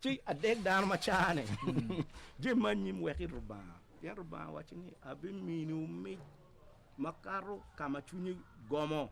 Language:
Acoli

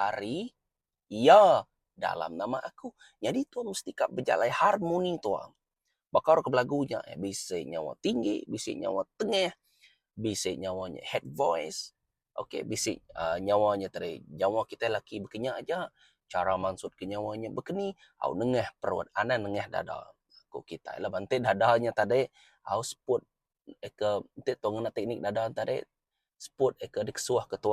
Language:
Iban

